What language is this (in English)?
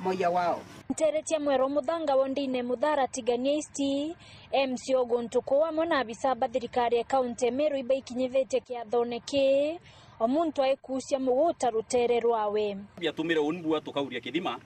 Meru